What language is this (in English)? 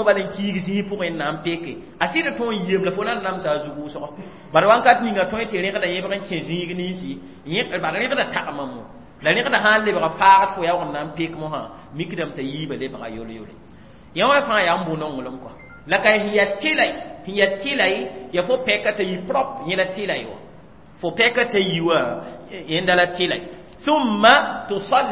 Mossi